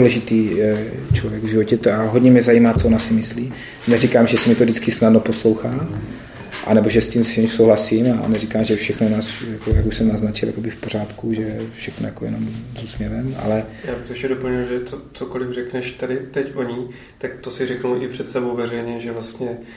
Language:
Czech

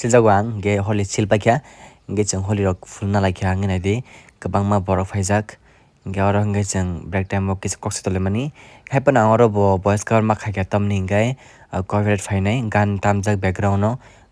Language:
Kok Borok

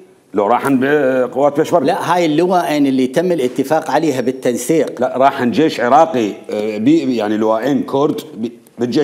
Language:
Mesopotamian Arabic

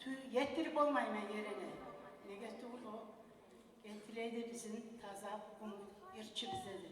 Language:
Kumyk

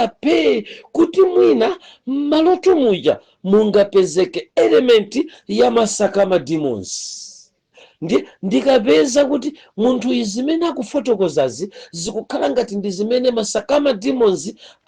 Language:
Nyanja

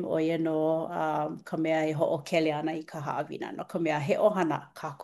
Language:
Hawaiian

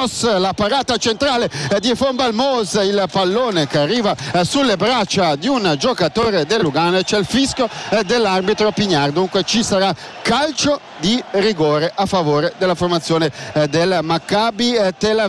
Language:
Italian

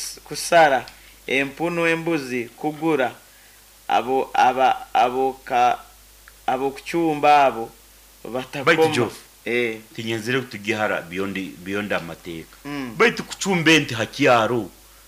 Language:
Nyoro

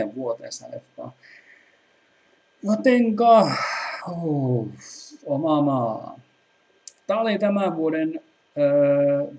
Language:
Finnish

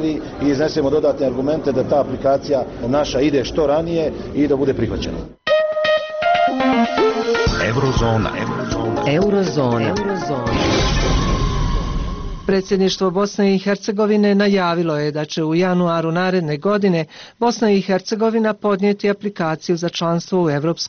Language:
Bosnian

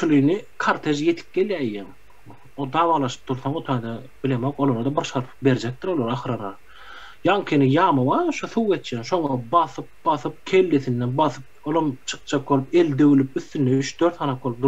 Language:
Turkmen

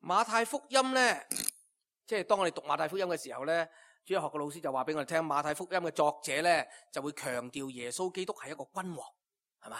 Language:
Cantonese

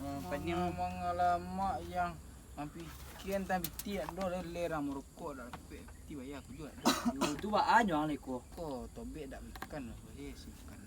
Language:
Minangkabau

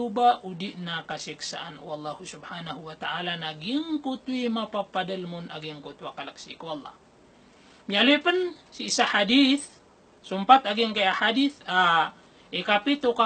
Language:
Maranao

